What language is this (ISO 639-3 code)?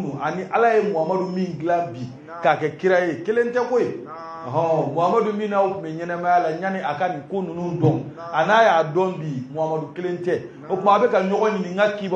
bam